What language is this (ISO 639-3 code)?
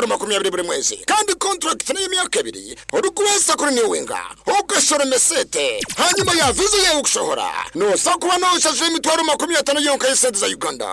nyn